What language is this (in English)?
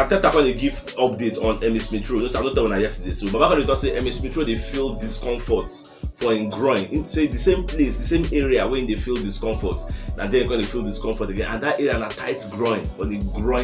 Nigerian Pidgin